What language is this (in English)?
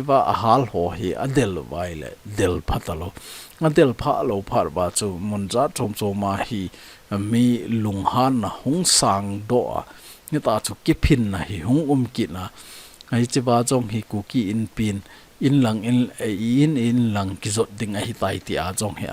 Thado Chin